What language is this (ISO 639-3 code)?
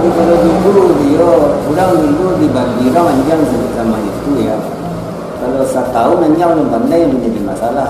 min